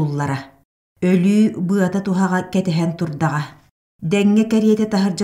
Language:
Yakut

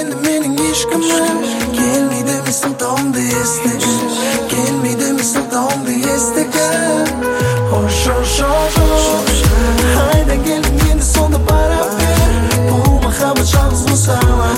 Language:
Kazakh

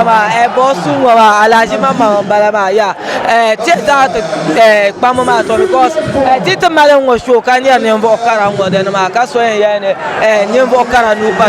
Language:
Dagbani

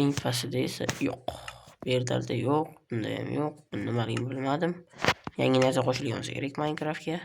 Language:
Uzbek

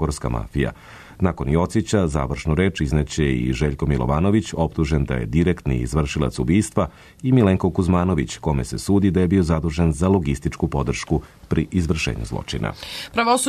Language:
Serbian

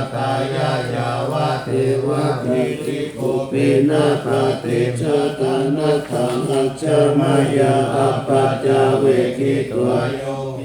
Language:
Pali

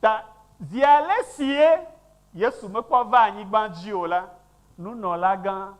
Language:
Ewe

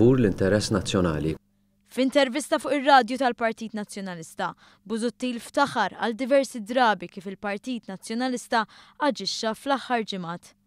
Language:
Maltese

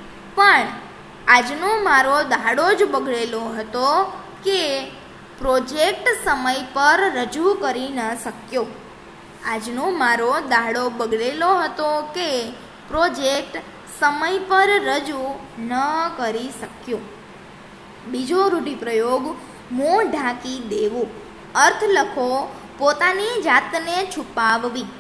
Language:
Gujarati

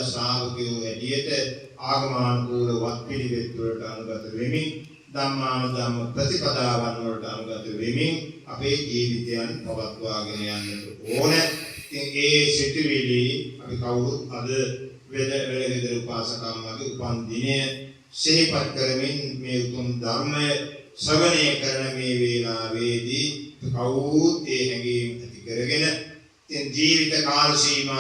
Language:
Sinhala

